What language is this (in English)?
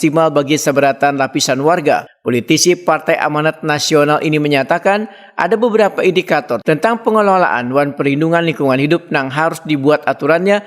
Banjar